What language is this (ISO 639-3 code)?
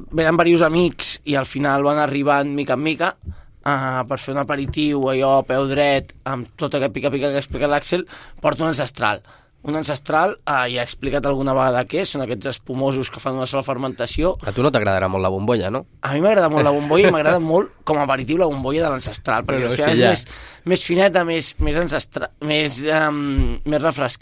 cat